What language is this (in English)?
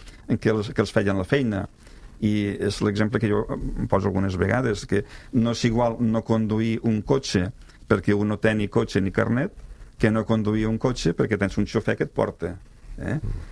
Catalan